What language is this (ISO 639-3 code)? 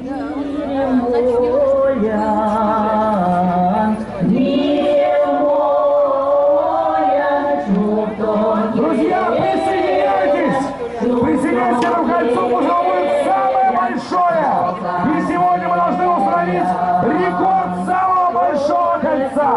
myv